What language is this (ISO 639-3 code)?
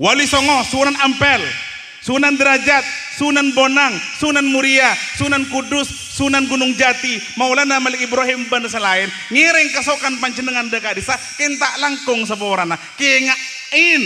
mad